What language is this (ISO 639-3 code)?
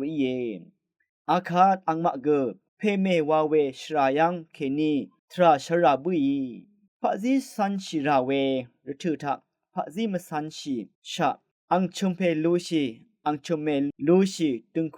raw